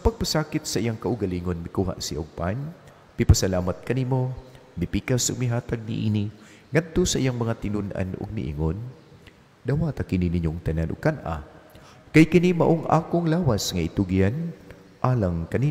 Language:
Cebuano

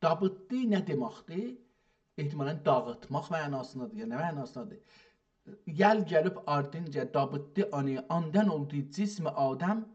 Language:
South Azerbaijani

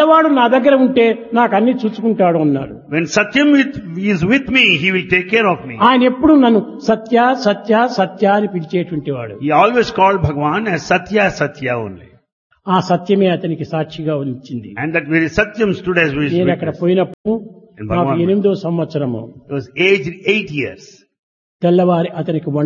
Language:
Telugu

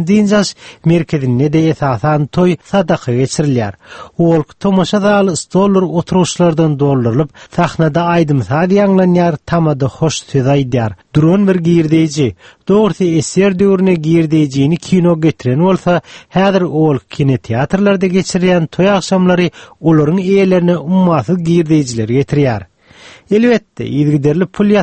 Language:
Turkmen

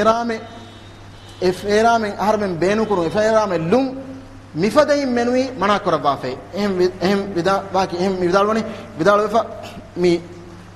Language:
Divehi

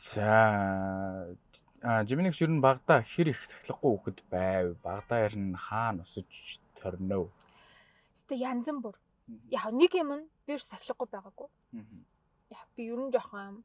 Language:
Mongolian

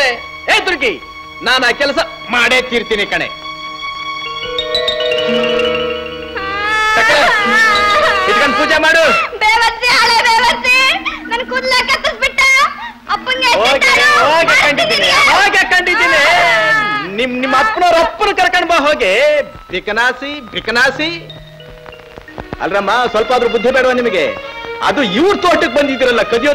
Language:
Kannada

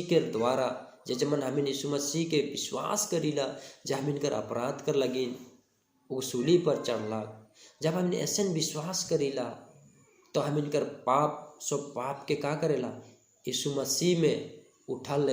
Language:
Sadri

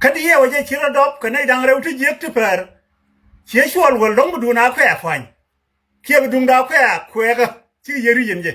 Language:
Nuer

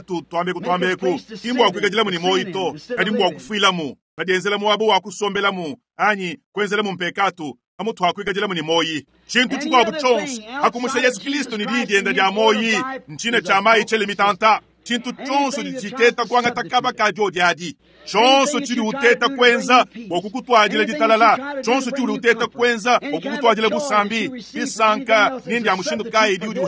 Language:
Luba-Lulua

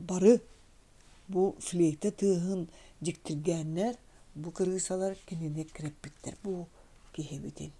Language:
Yakut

